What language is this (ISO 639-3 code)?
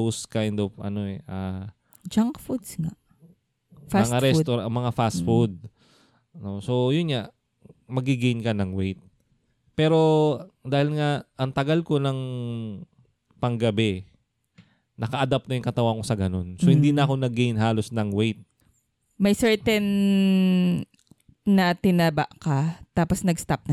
fil